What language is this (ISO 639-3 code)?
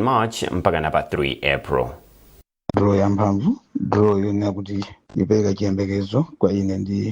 nya